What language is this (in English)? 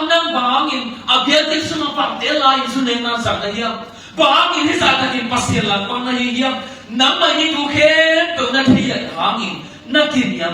Tedim Chin